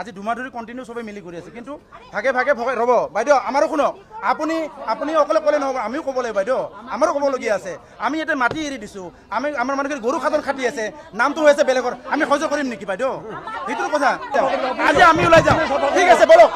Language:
Assamese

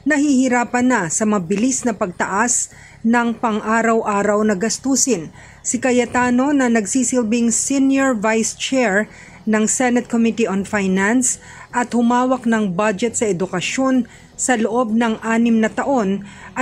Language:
Filipino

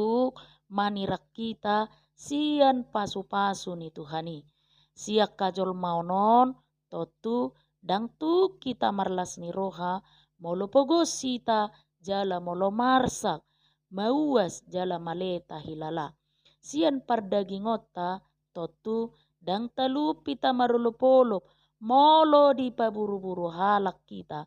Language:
Batak Toba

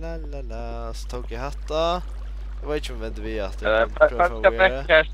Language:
Faroese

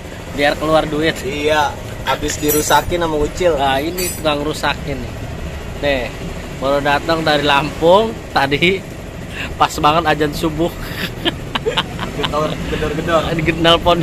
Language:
Indonesian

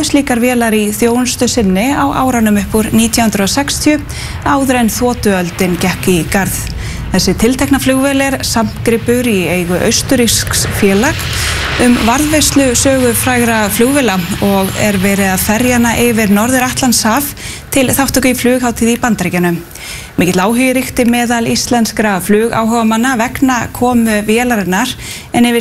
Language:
Icelandic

